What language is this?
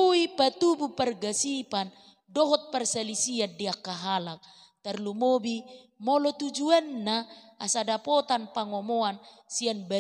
Batak Toba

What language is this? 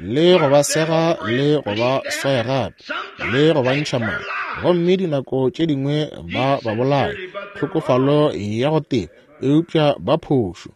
Northern Sotho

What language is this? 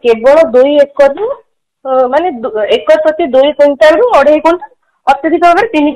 Odia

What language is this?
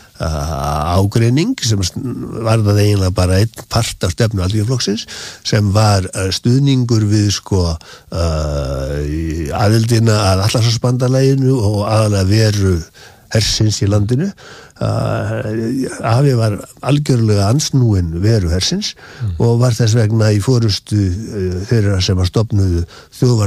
Icelandic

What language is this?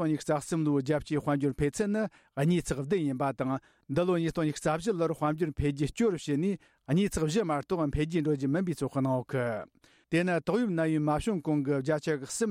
Tibetan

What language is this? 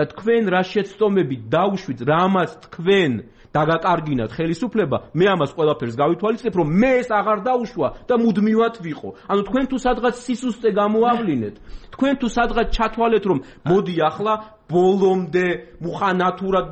Georgian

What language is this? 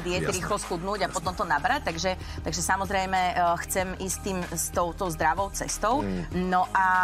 Slovak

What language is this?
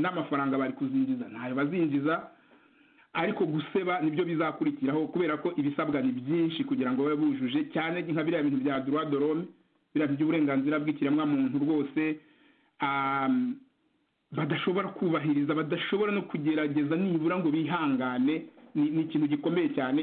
Kinyarwanda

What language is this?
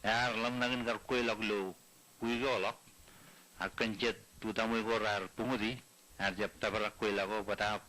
Marshallese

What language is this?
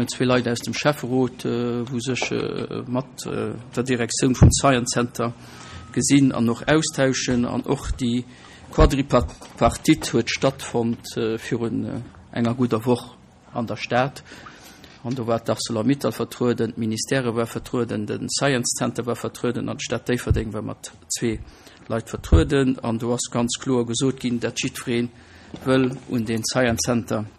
Luxembourgish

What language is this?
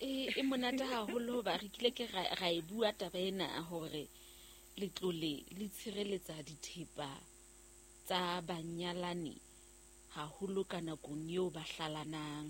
Southern Sotho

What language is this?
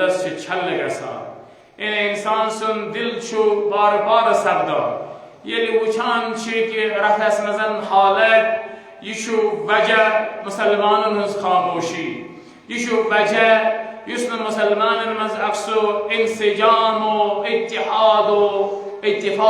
Kashmiri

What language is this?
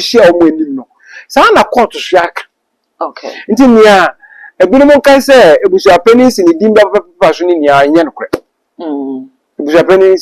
Akan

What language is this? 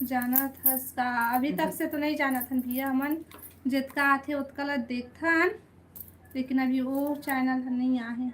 Chhattisgarhi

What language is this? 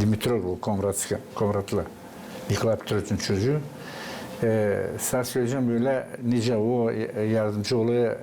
Gagauz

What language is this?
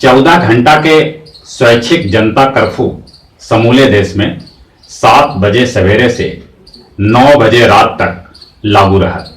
Magahi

